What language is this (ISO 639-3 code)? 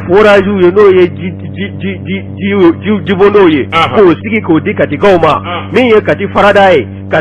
bam